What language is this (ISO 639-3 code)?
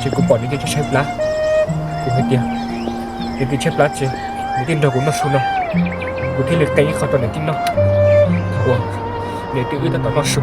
hmn